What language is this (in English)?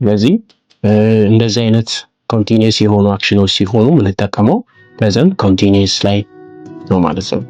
Amharic